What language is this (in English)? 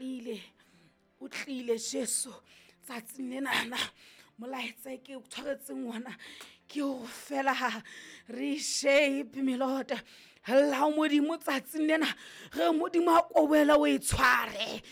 Southern Sotho